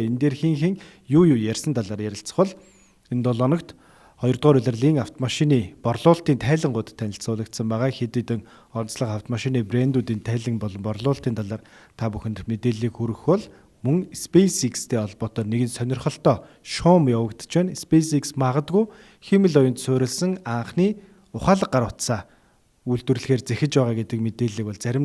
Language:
Mongolian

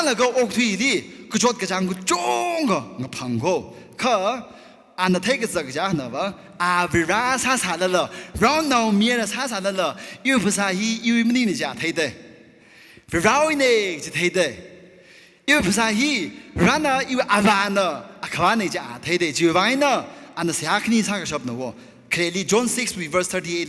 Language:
Tangkhul Naga (India)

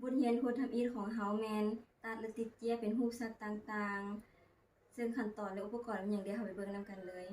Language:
Lao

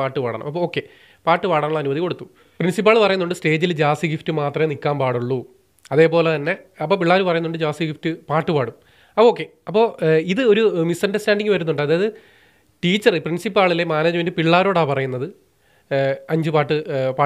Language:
Malayalam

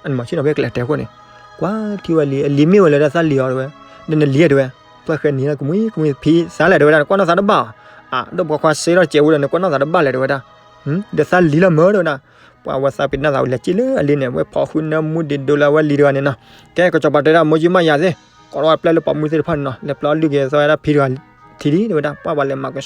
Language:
S'gaw Karen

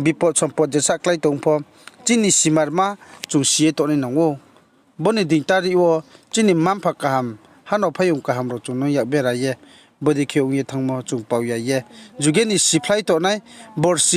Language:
Riang (India)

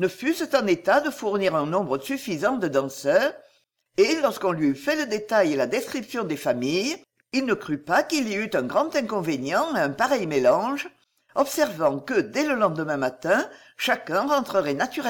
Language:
French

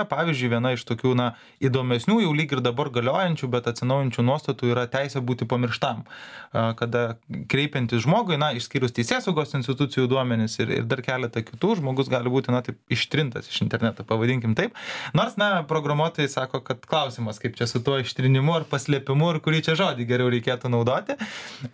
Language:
Lithuanian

